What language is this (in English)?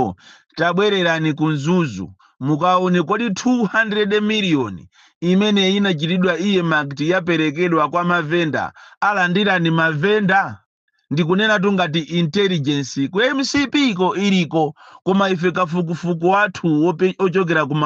Nyanja